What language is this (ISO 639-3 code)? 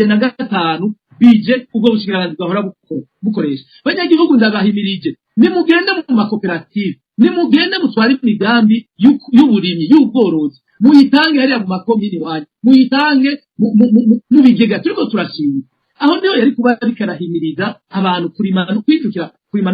run